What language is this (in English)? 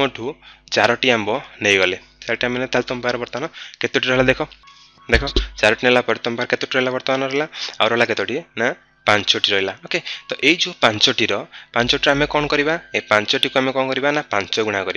Odia